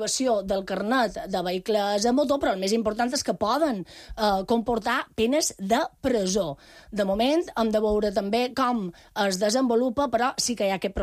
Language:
Catalan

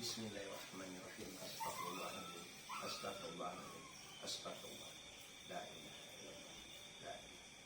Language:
Minangkabau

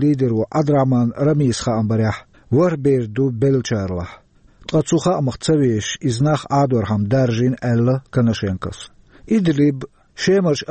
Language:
Chechen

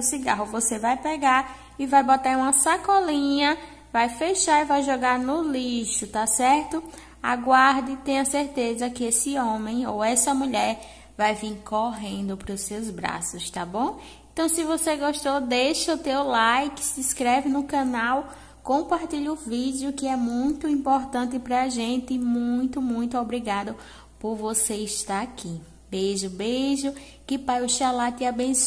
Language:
Portuguese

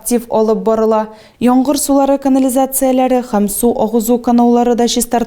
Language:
Tatar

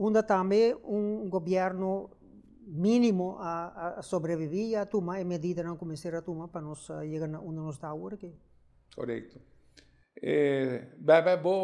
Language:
Papiamento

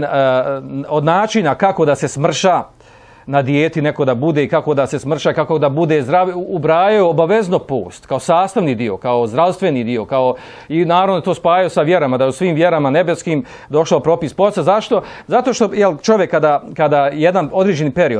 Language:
Bosnian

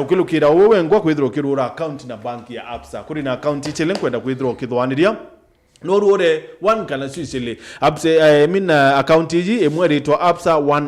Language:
Meru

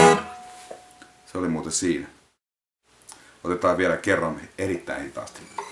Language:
Finnish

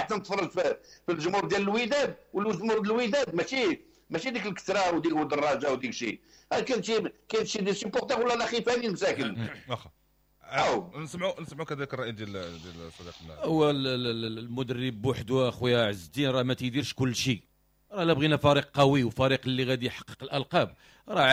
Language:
Moroccan Arabic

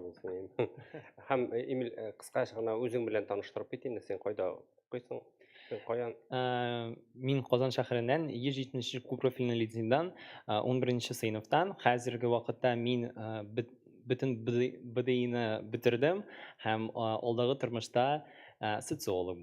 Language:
Tatar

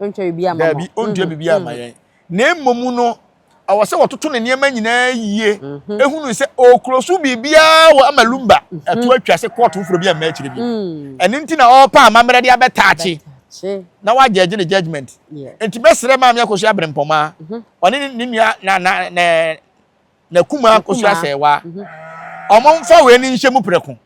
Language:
Akan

